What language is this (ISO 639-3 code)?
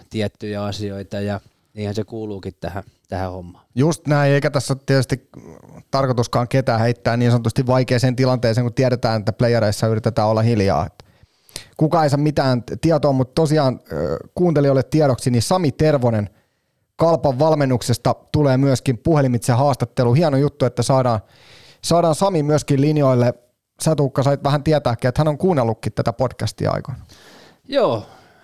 fin